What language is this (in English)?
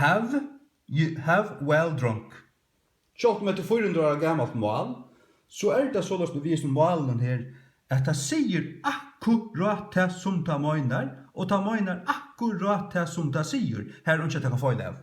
Faroese